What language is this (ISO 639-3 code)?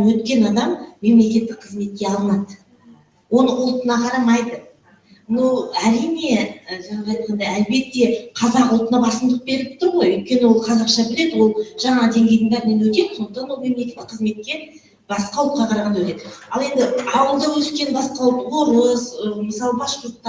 bak